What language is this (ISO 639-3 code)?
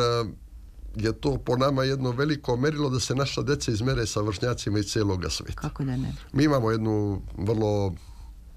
srp